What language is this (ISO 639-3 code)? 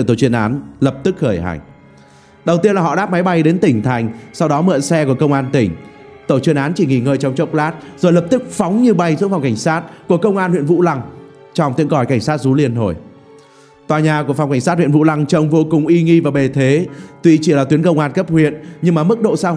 vie